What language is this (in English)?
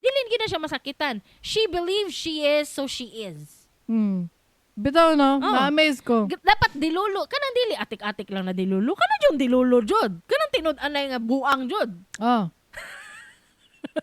Cebuano